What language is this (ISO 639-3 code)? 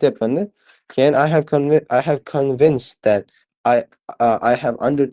uzb